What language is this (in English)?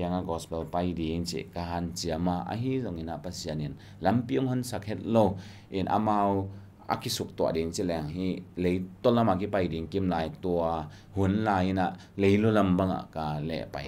Tedim Chin